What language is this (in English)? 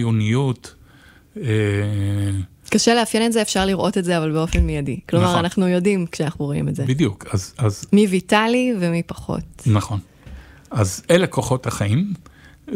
Hebrew